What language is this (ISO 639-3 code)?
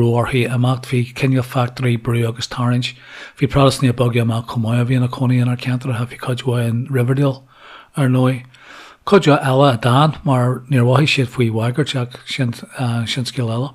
gle